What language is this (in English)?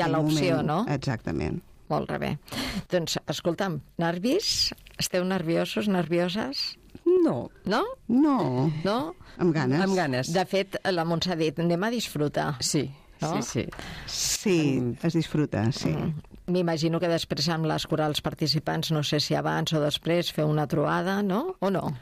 Catalan